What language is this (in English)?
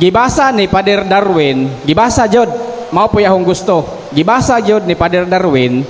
Cebuano